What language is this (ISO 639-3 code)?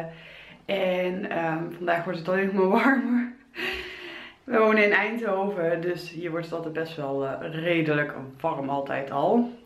nld